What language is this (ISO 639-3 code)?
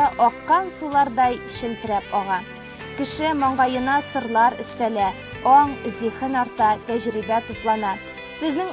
tat